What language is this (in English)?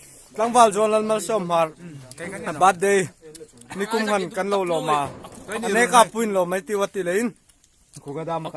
Hmar